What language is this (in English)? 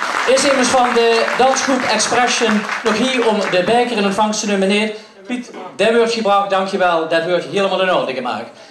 Limburgish